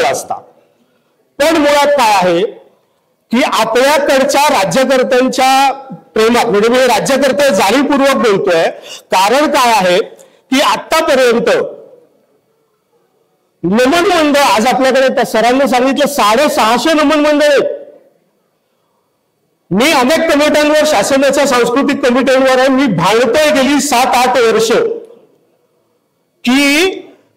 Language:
Marathi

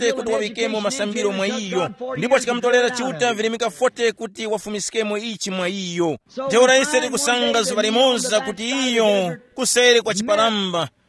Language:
Tumbuka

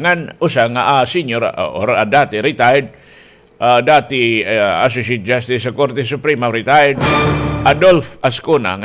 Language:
Waray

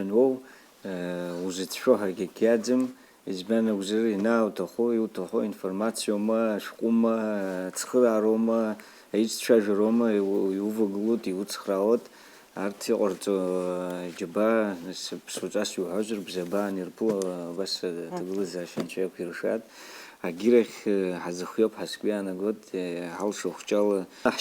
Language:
Abkhazian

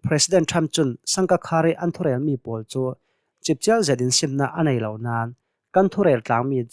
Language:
Hakha Chin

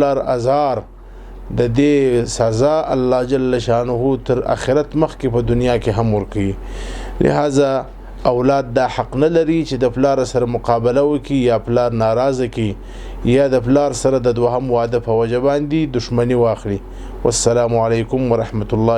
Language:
Pashto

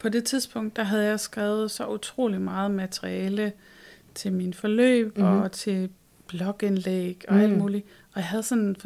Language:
Danish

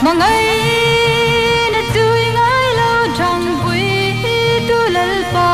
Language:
Hmar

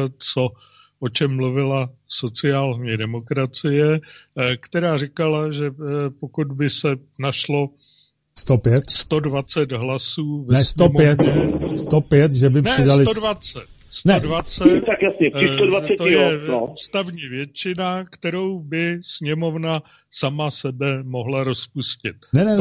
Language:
Czech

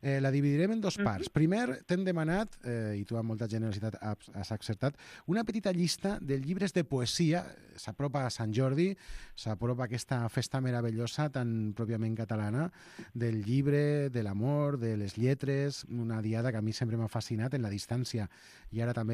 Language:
Catalan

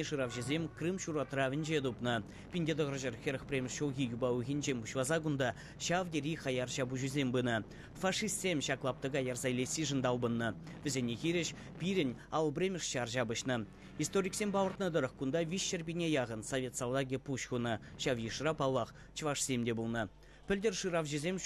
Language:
Chuvash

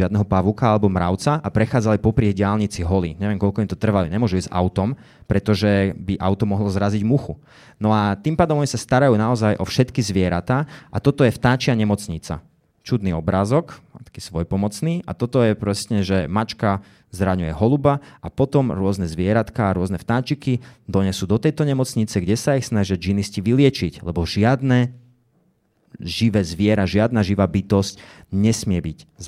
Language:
Slovak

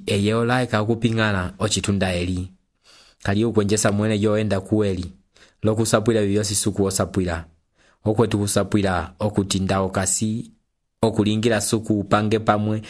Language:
Umbundu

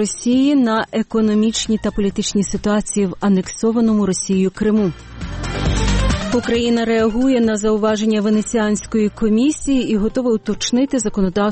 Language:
Ukrainian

